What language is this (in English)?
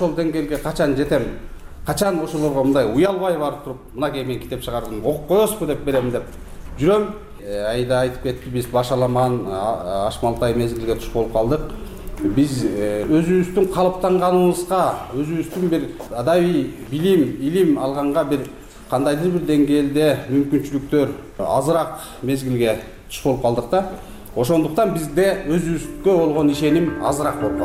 Kyrgyz